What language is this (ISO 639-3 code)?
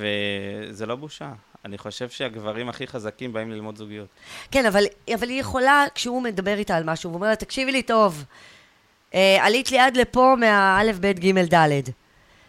heb